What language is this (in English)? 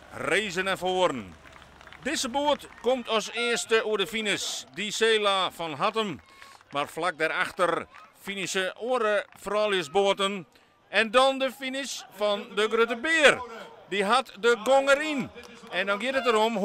Western Frisian